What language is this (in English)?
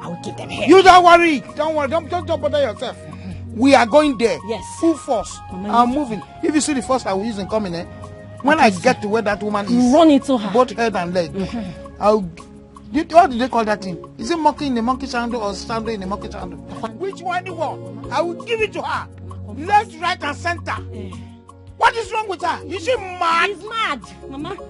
Nigerian Pidgin